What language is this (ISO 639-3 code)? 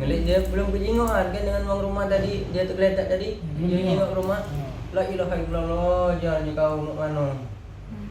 mui